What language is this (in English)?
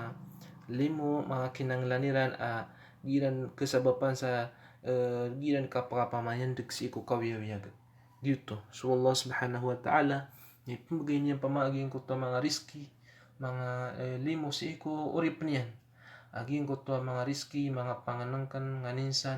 Maranao